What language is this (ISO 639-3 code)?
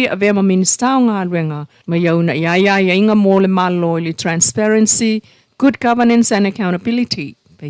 smo